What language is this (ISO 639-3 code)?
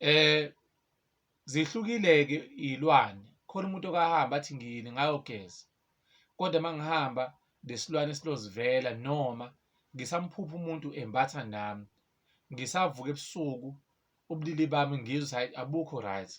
zul